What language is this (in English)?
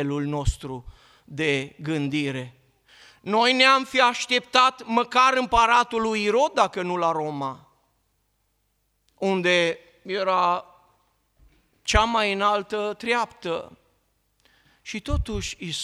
Romanian